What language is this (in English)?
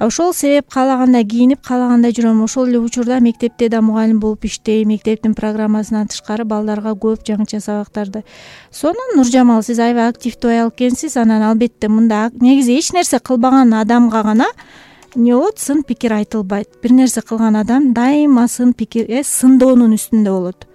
Kyrgyz